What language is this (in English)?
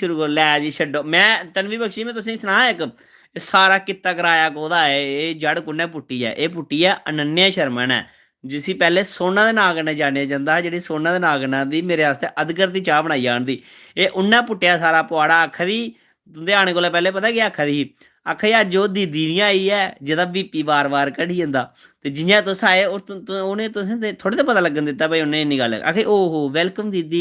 Dogri